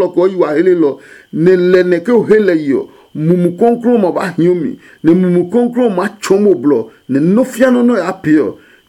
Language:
Adangme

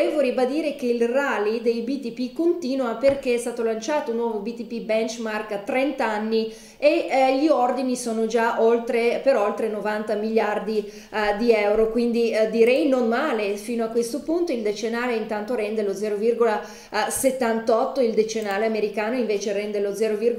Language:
Italian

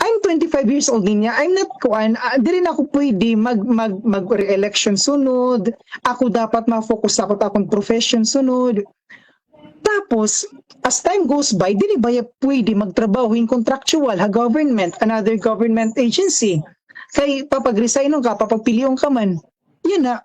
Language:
Waray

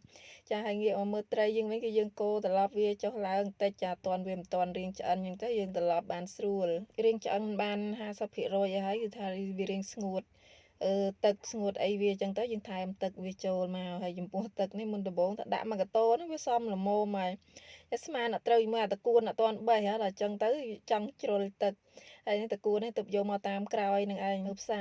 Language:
Khmer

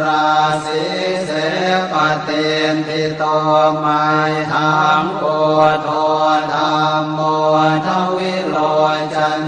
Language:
Pali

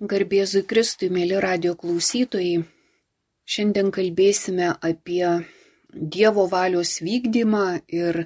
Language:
Lithuanian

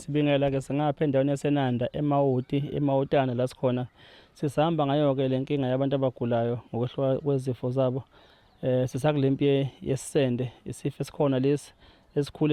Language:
Zulu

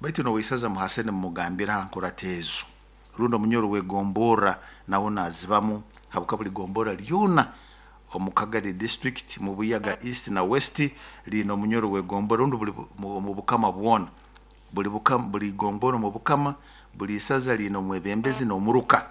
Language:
Nyoro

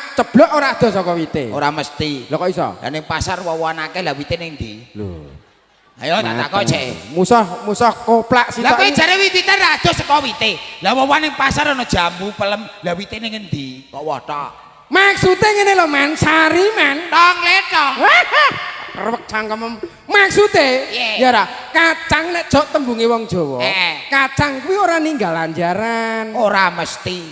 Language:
Javanese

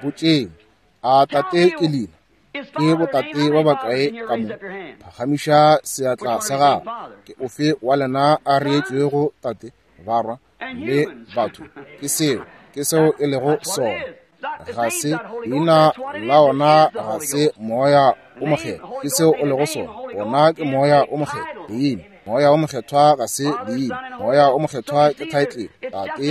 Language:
Northern Sotho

